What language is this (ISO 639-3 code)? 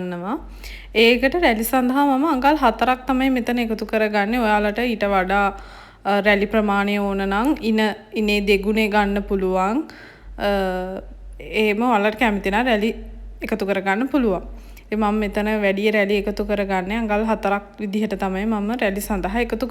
sin